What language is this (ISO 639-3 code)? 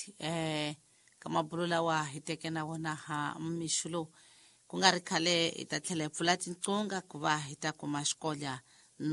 tso